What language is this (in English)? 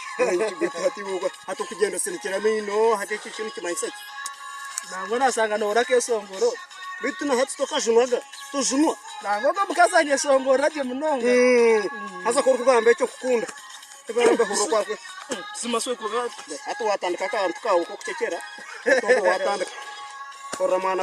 Nyankole